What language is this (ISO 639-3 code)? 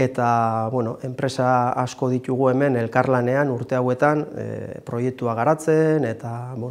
eus